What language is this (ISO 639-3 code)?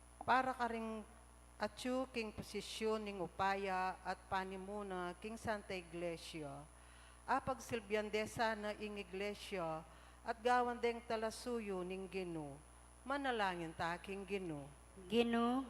pam